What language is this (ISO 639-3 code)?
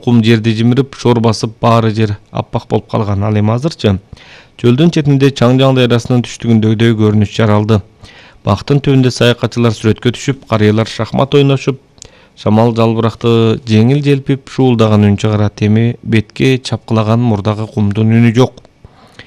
kir